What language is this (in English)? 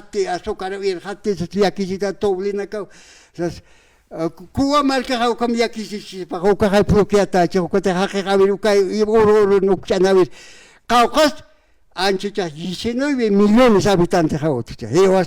Aymara